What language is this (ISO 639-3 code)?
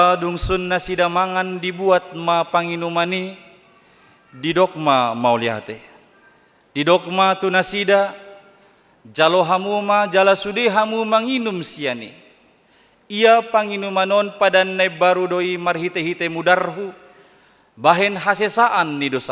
bbc